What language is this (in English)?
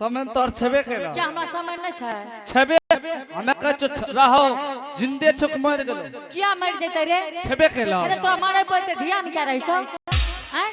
Angika